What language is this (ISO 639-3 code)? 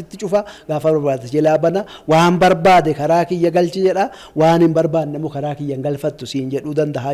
orm